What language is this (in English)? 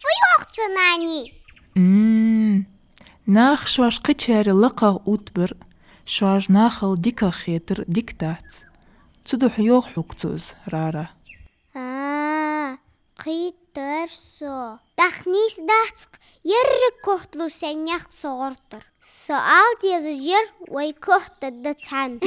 Ingush